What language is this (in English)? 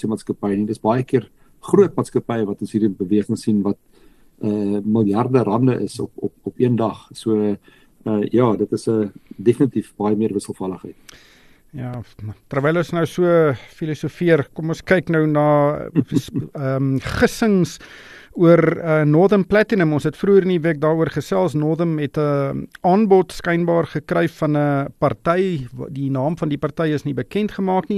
Afrikaans